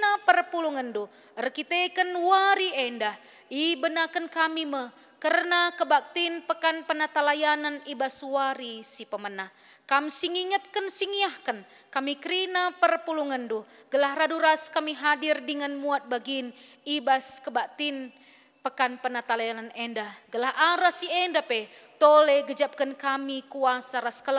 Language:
Batak Karo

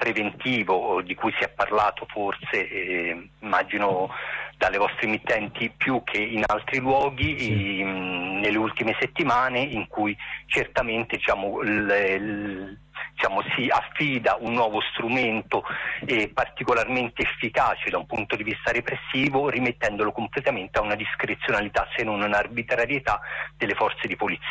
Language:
Italian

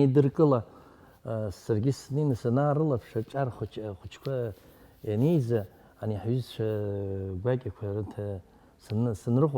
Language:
Abkhazian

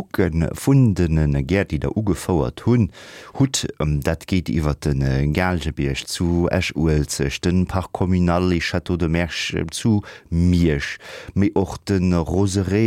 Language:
Luxembourgish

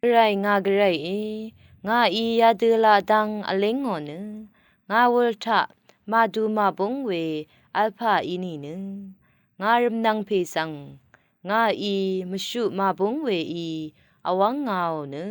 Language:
Rawang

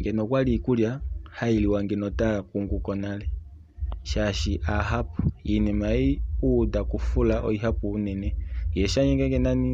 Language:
Kuanyama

